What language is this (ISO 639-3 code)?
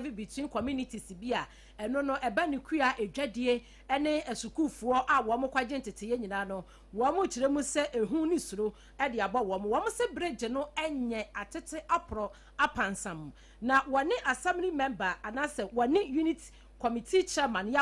aka